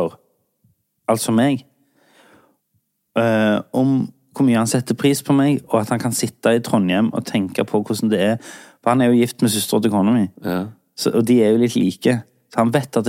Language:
Norwegian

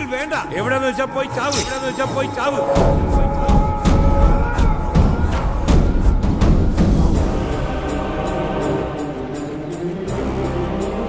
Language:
Malayalam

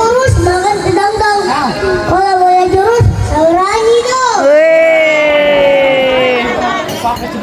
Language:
Betawi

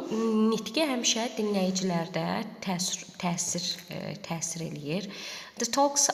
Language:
Azerbaijani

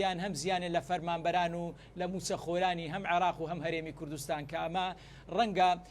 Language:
Central Kurdish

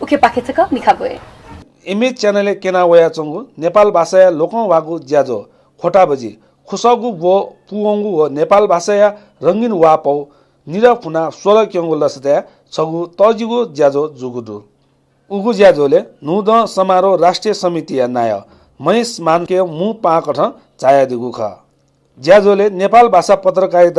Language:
Newari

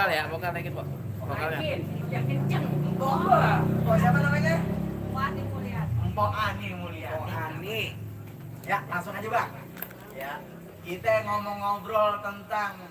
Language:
Betawi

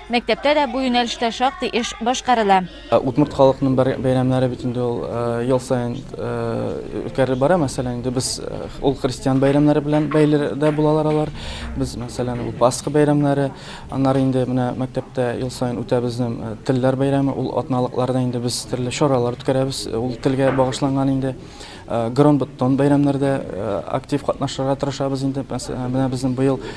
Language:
Tatar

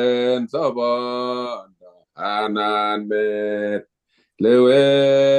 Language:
Kalenjin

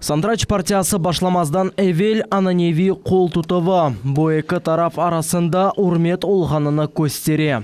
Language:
Crimean Tatar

